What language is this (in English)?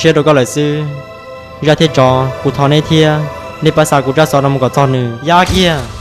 Hmong